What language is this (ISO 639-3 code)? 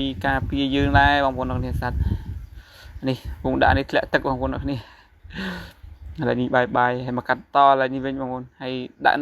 khm